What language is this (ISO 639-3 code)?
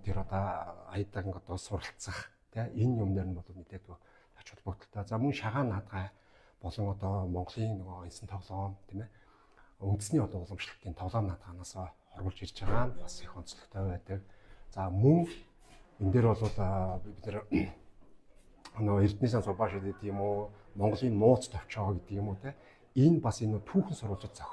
mon